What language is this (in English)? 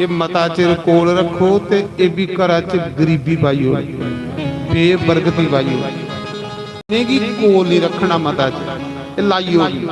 Dogri